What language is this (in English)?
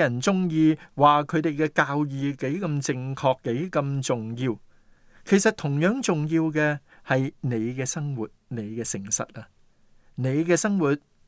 Cantonese